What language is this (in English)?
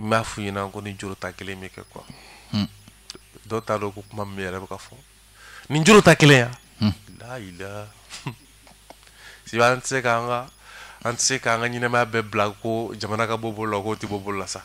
Bambara